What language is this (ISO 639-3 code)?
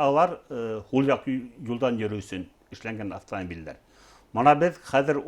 bak